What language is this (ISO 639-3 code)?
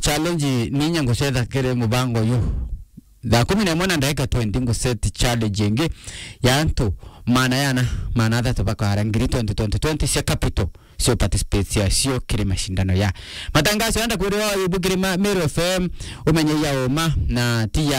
mer